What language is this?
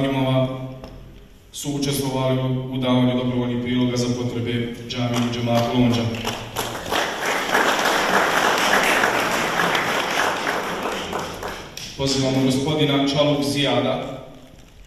Bosnian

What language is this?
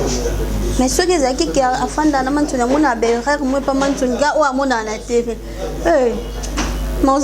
Lingala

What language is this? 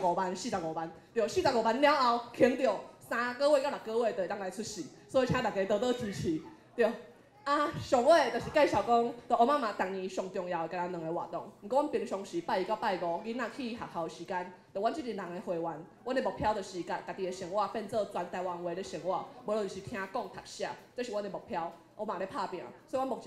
Min Nan Chinese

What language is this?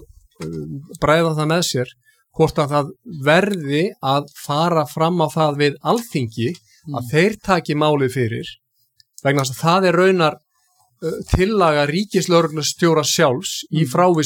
Icelandic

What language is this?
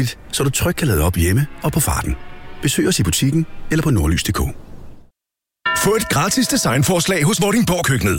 Danish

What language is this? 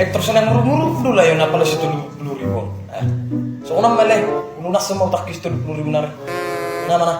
Batak Toba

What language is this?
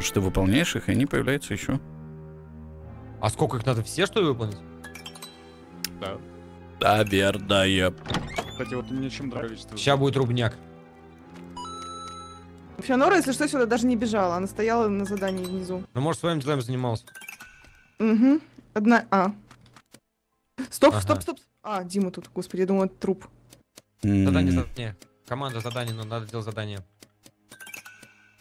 Russian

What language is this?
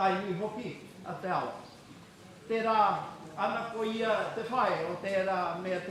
Māori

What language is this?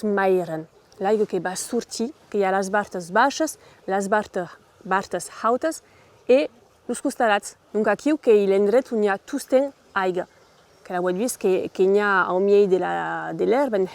Occitan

